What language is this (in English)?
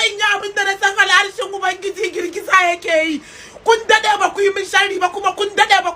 Hausa